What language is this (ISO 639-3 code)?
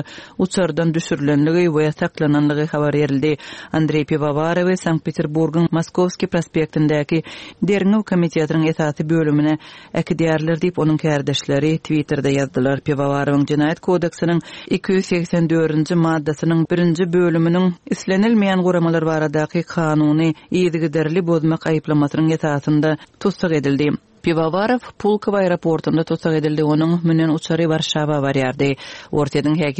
tuk